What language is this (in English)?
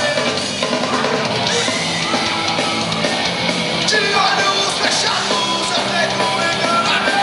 Portuguese